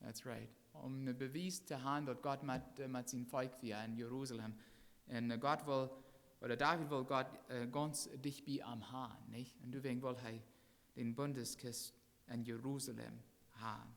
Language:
Plautdietsch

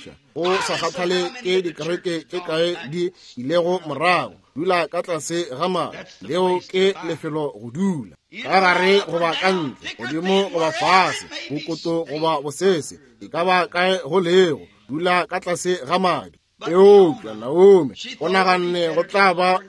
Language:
Northern Sotho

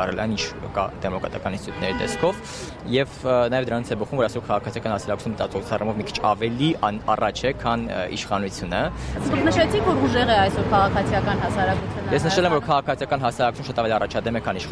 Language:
Armenian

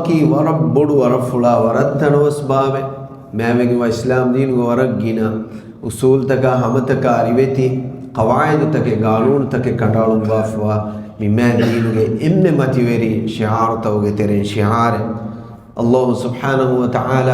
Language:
Divehi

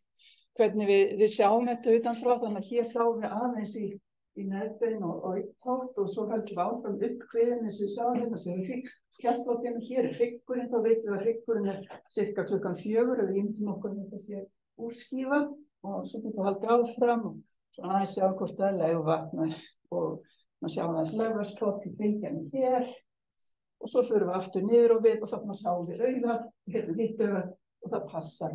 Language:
Icelandic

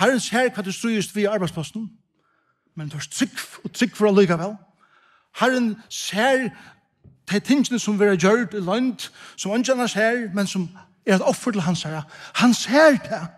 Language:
Faroese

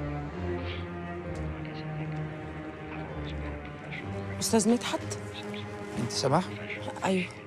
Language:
Egyptian Arabic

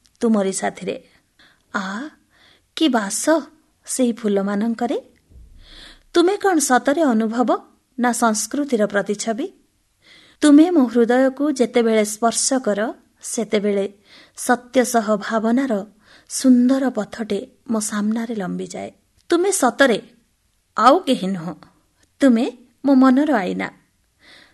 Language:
Odia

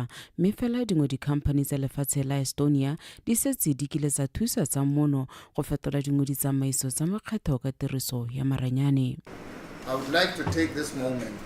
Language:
Tswana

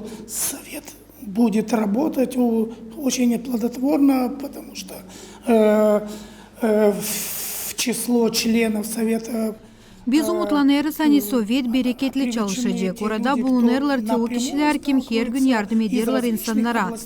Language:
Gagauz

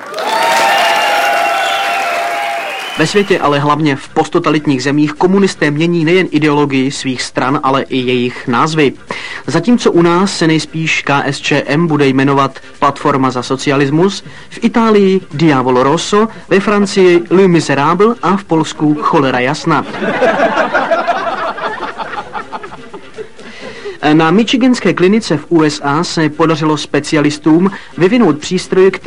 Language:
Czech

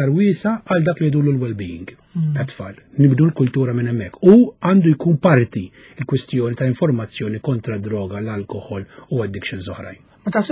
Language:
Maltese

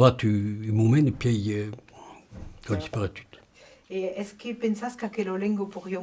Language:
Occitan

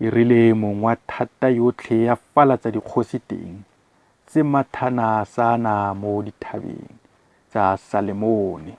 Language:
Tswana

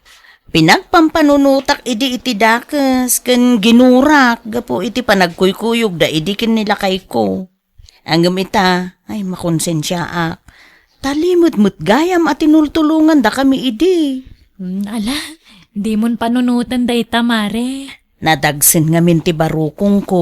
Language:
Iloko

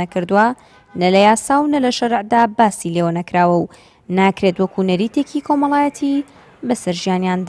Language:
Central Kurdish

